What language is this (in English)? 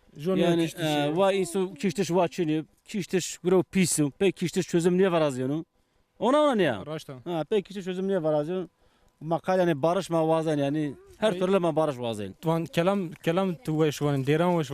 Zaza